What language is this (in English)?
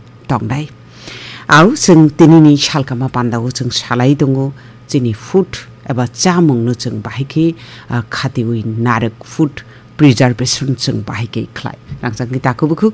Kok Borok